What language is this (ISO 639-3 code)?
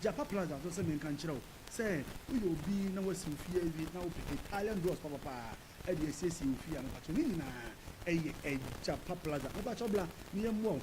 aka